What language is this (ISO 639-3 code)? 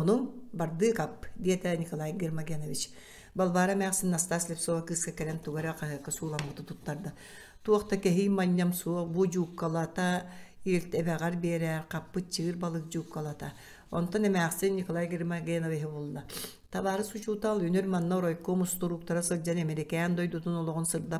sah